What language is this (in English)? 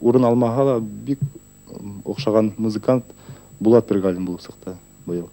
Bashkir